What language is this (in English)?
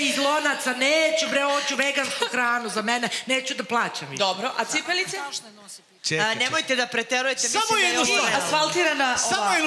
Serbian